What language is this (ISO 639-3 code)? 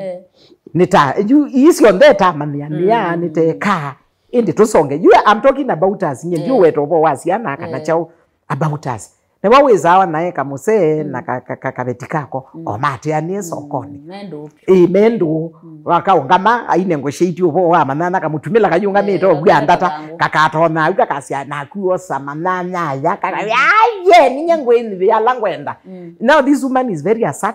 kam